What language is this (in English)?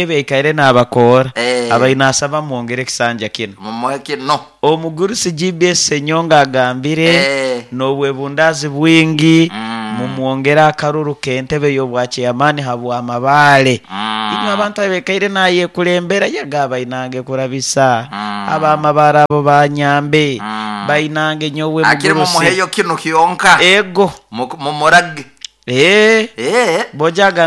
Nyoro